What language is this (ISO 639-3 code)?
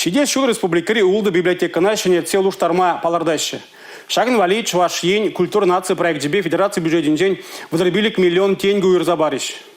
chv